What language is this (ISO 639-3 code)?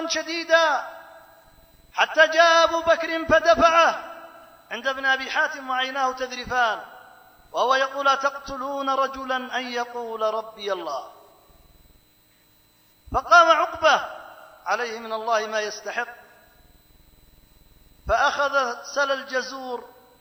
ara